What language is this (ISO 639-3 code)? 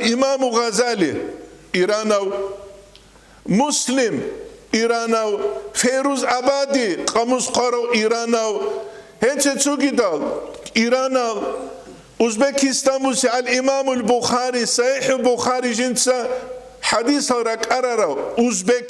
ava